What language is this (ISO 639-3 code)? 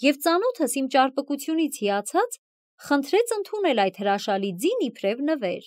hye